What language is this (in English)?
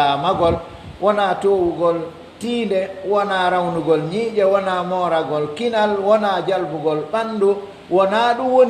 Pular